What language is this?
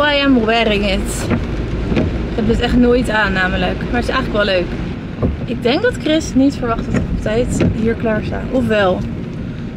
Dutch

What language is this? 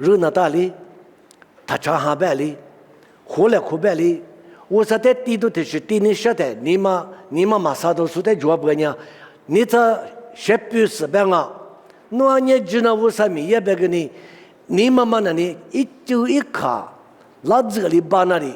Lisu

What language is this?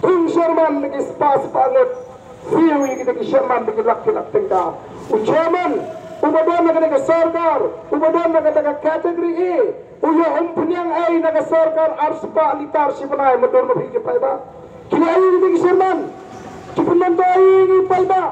Khasi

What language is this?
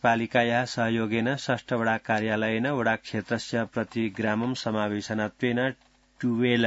Sanskrit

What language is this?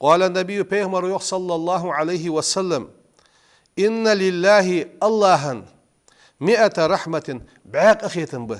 Ingush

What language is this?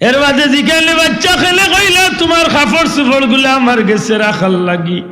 Sylheti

